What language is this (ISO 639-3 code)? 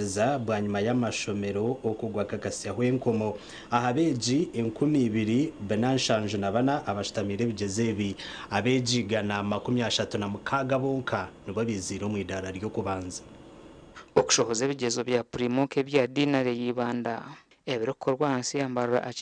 nyn